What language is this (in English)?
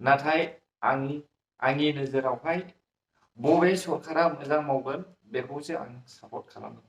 Bodo